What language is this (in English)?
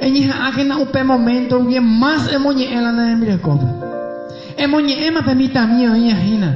Guarani